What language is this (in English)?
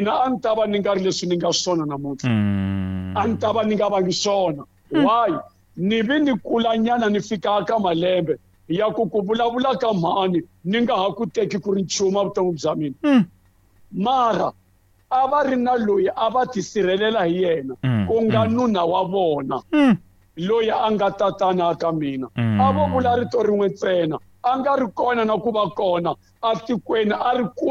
Tsonga